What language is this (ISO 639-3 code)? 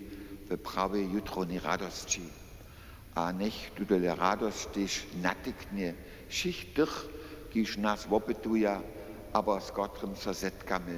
hsb